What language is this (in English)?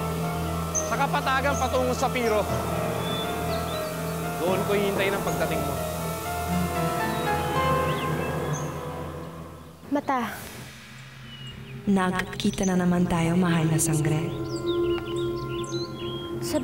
Filipino